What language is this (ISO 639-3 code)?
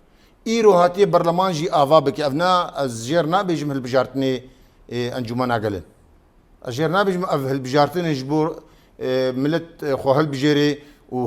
kur